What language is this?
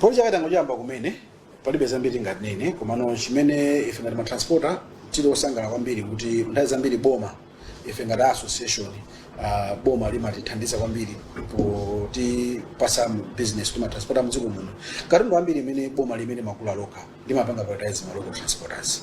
Nyanja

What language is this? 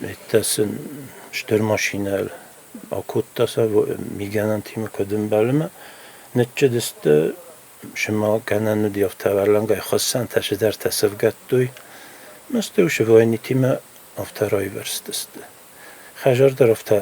Ossetic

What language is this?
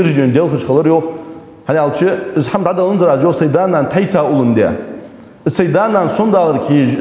Ingush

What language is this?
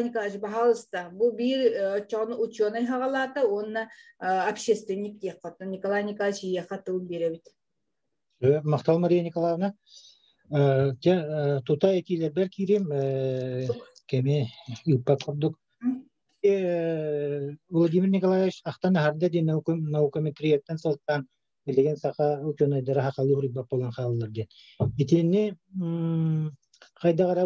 Yakut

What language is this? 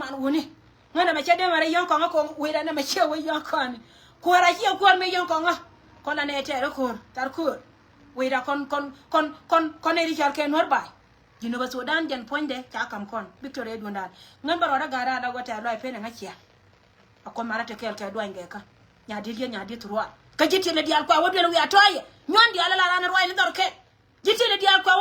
Nuer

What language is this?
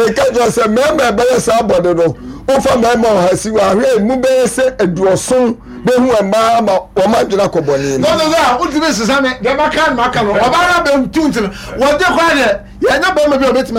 Akan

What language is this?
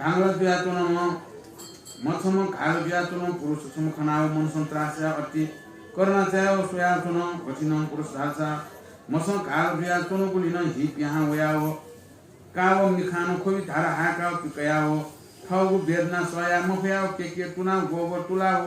Newari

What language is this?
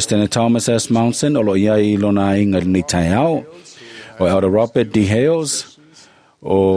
Samoan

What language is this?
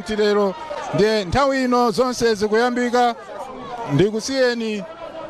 Nyanja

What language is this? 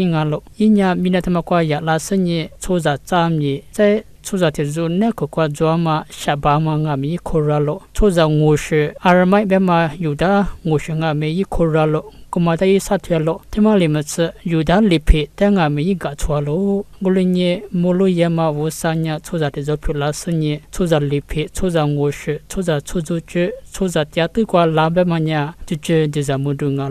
Lisu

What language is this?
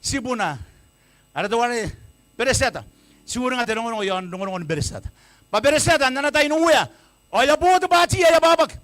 Gilbertese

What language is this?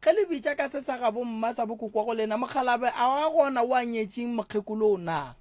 Northern Sotho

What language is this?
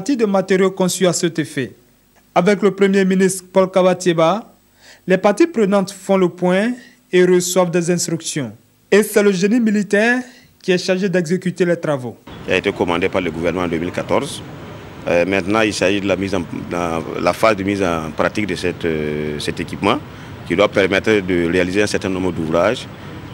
French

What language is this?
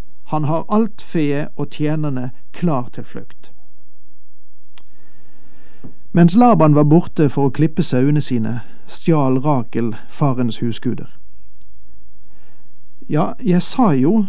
Norwegian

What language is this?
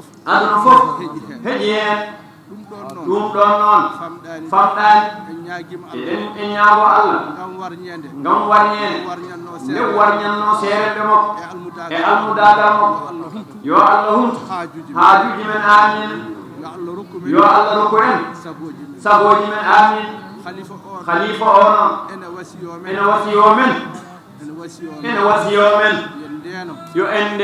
Fula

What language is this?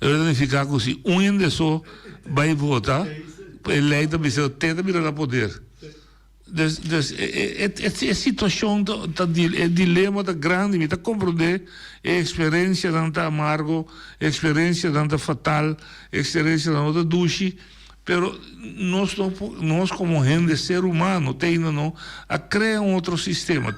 Papiamento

